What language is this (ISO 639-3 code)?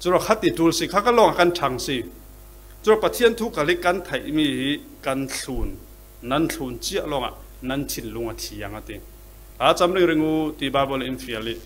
cfm